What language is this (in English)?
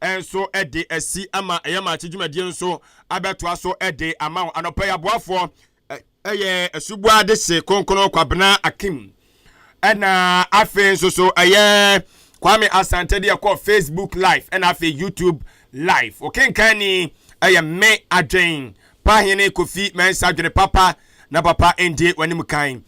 Akan